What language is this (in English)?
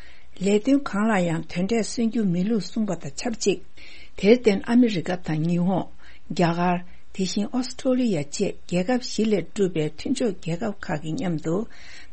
Tibetan